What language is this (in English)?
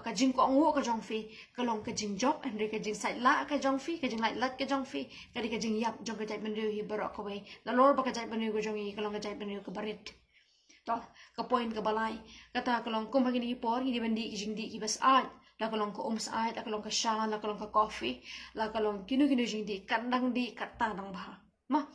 Khasi